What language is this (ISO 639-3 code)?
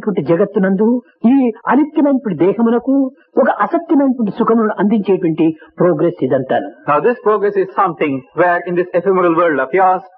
tel